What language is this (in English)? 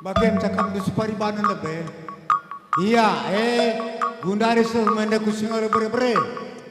Batak Karo